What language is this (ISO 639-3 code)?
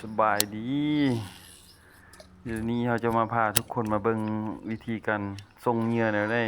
lao